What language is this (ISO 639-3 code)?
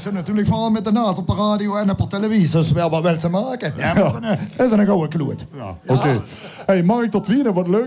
lim